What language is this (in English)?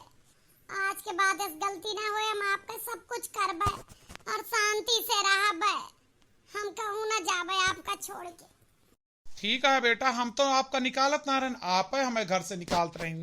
Awadhi